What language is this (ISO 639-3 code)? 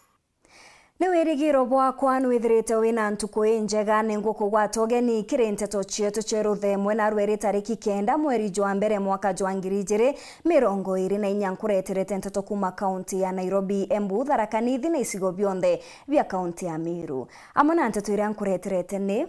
mer